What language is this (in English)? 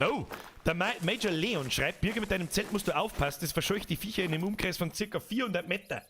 Bavarian